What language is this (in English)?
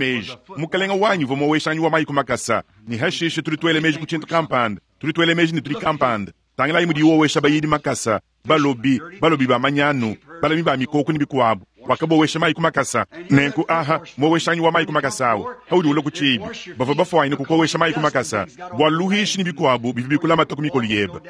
Luba-Lulua